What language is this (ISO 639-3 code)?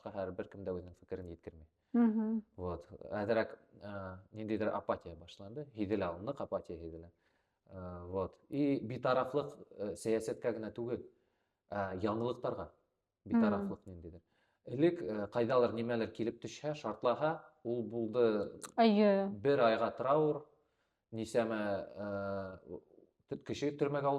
bak